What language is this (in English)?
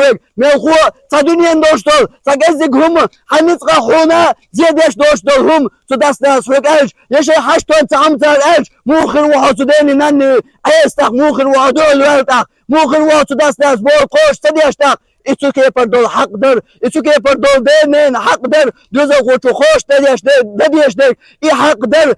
Chechen